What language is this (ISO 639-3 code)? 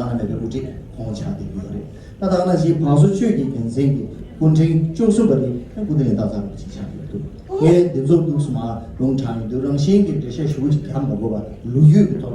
bod